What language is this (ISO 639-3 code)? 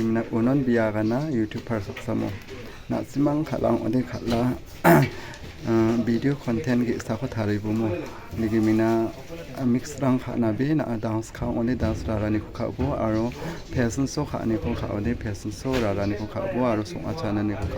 grt